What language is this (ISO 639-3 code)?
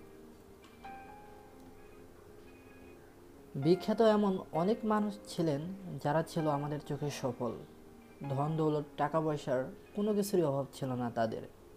ben